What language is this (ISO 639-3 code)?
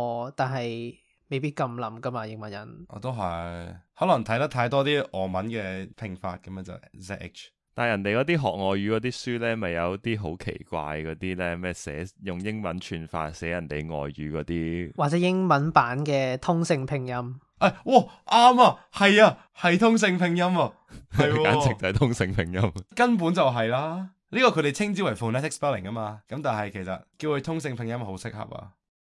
yue